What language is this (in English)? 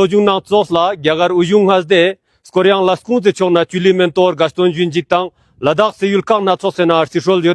Tibetan